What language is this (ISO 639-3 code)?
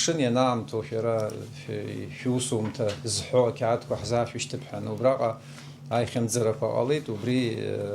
abk